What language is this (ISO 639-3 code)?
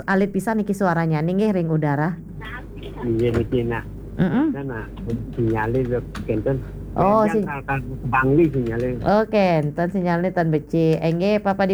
ban